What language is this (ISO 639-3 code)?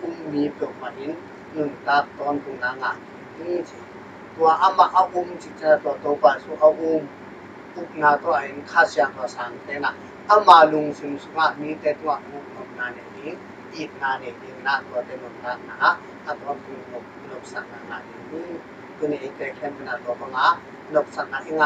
ctd